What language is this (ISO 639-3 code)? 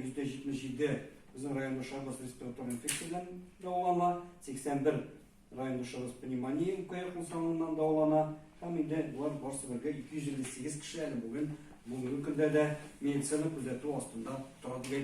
tat